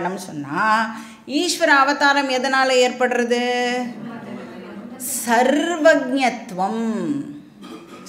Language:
Tamil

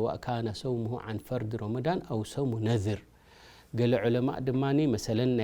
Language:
Tigrinya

